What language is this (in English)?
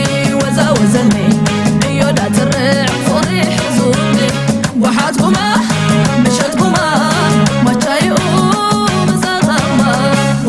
Tigrinya